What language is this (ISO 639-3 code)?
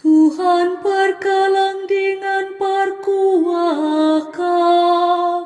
btx